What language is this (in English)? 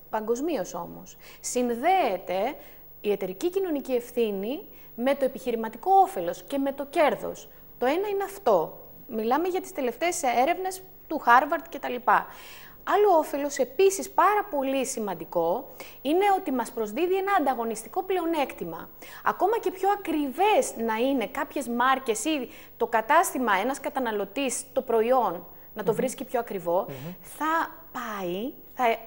Greek